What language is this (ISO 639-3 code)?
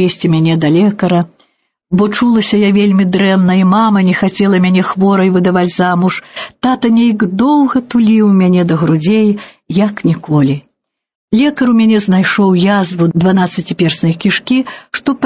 bel